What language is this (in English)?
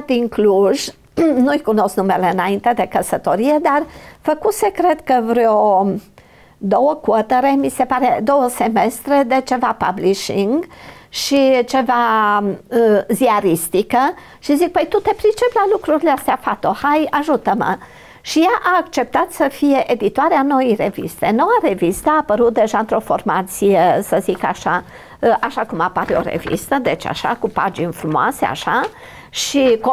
Romanian